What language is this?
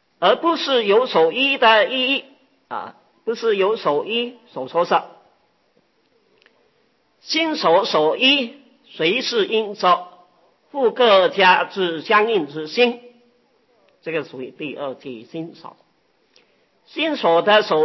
Chinese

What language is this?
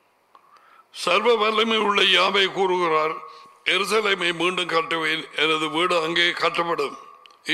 Tamil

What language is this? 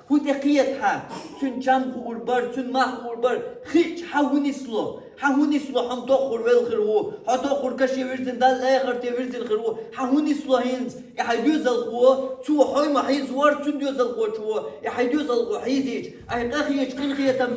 Chechen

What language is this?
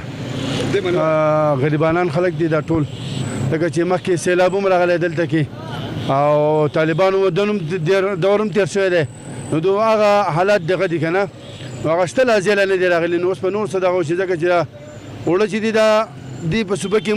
Pashto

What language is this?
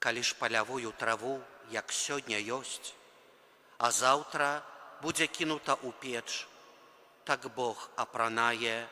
Belarusian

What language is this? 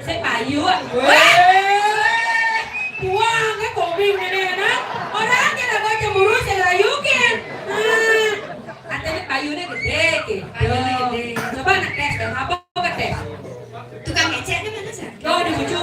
Balinese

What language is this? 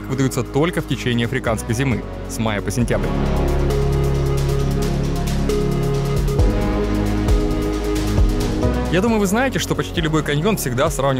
Russian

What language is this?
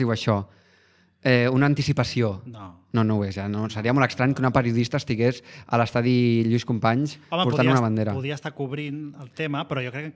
Catalan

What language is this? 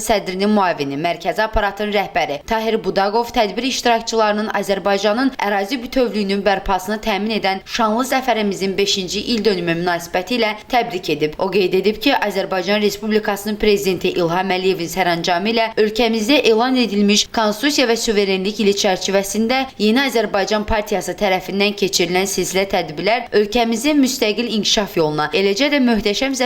Azerbaijani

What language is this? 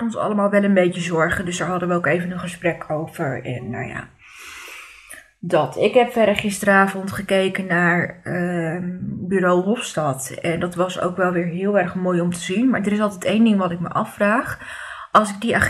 Dutch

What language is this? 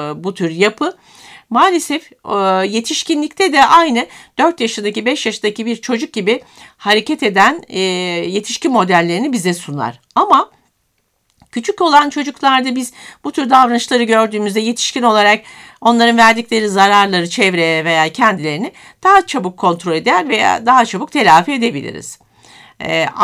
Turkish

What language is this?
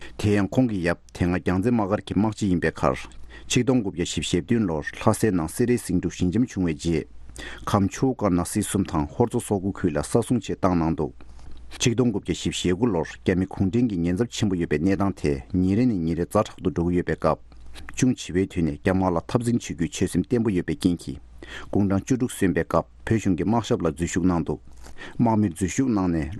Tibetan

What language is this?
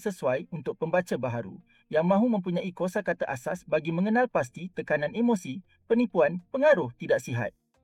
Malay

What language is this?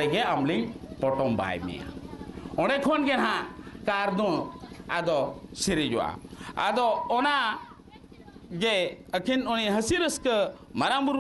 Santali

